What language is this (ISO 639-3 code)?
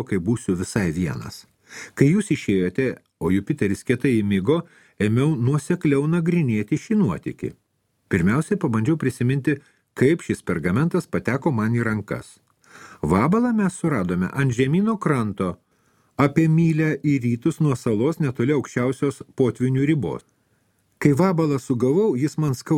lit